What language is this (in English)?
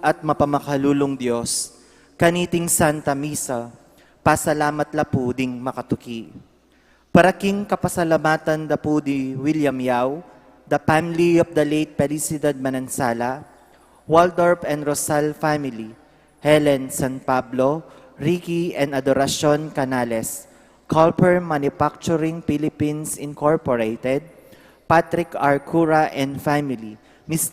Pampanga